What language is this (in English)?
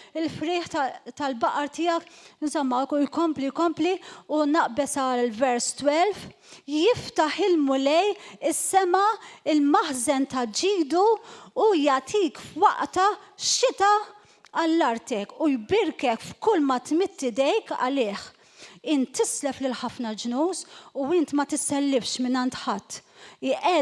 Maltese